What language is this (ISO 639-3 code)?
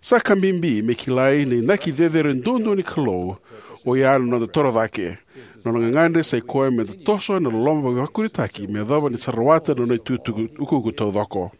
fij